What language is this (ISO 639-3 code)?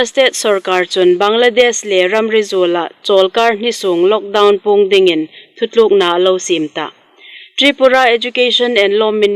hmr